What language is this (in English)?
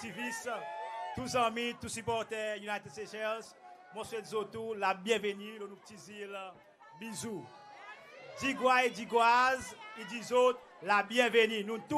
Seselwa Creole French